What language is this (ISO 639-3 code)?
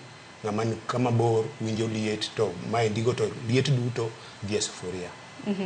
luo